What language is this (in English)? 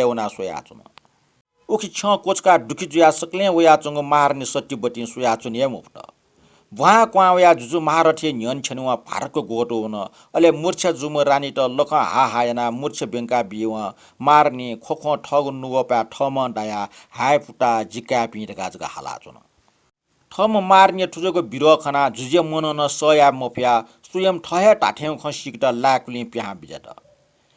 Newari